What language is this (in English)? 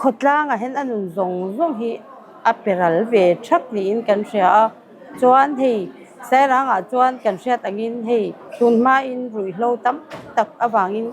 Mizo